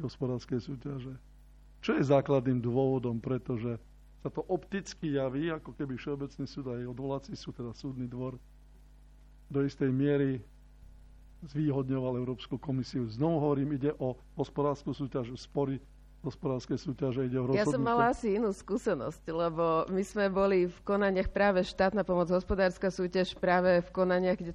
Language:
Slovak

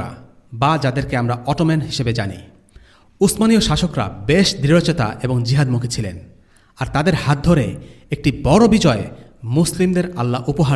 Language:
Bangla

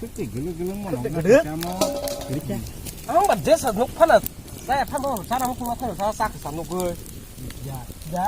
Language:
Kok Borok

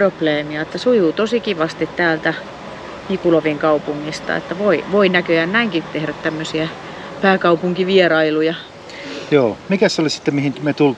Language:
Finnish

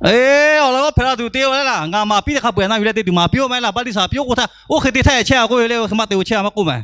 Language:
Lahu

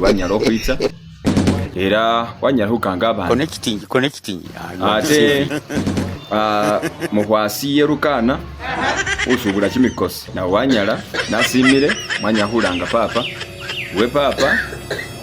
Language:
Masaaba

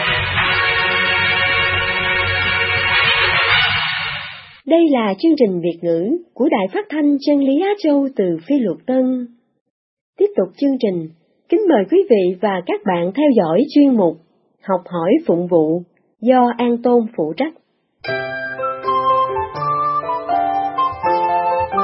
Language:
Vietnamese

